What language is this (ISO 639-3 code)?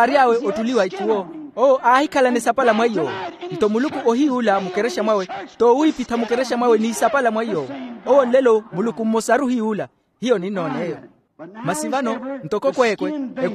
vmw